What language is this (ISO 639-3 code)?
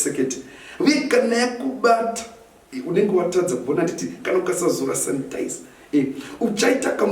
sna